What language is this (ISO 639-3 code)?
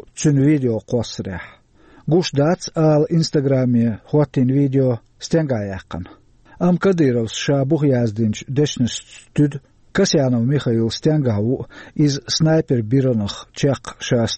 che